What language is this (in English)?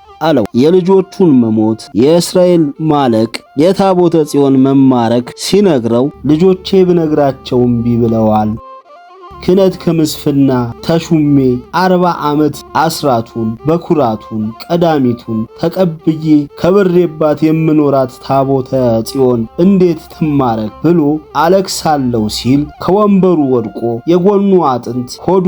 Amharic